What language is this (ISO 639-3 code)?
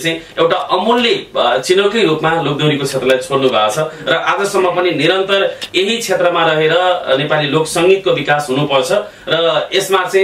nep